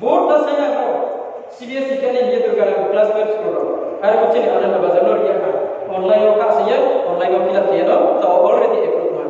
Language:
Riang (India)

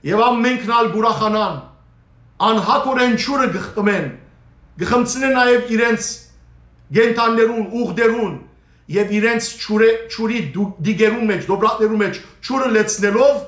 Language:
Western Armenian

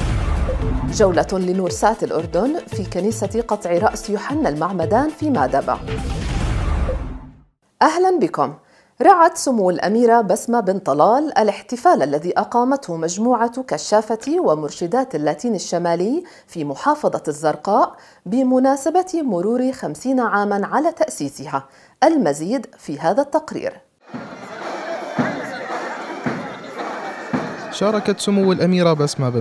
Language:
Arabic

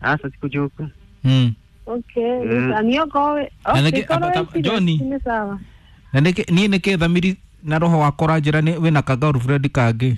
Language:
Kikuyu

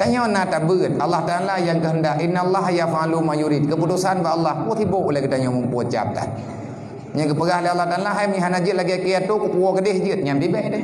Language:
Achinese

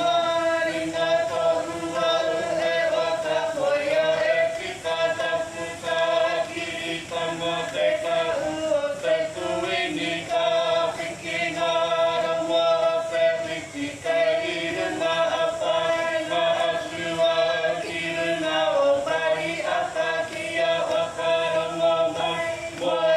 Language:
Māori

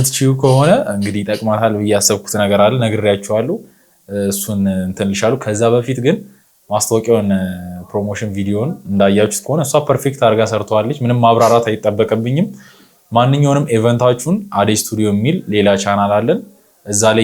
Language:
Amharic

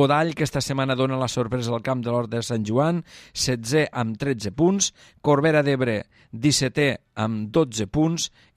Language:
Catalan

